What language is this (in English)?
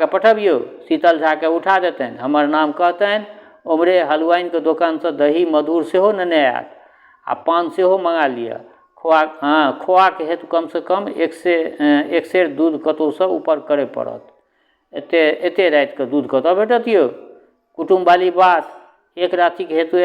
Maithili